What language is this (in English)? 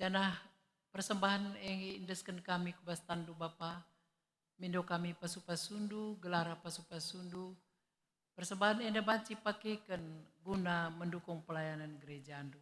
Batak Karo